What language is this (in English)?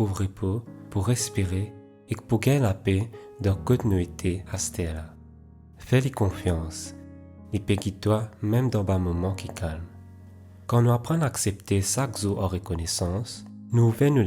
Morisyen